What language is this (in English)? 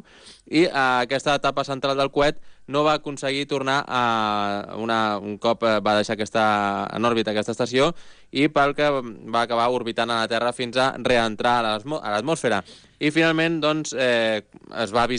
Catalan